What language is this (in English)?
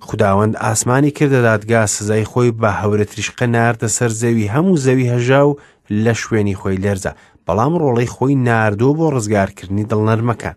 Central Kurdish